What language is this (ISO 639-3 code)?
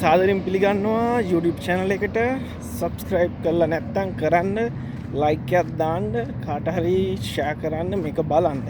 sin